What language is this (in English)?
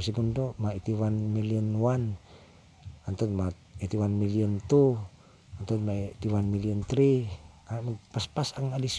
Cebuano